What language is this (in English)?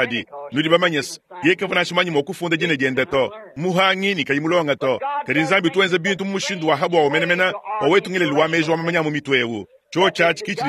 Luba-Lulua